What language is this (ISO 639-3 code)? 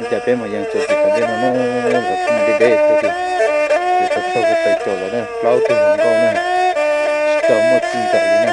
hmn